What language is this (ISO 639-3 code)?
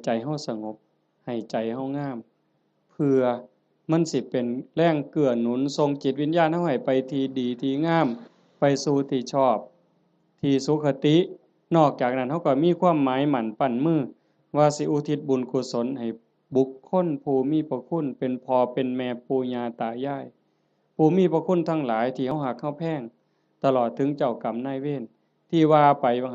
tts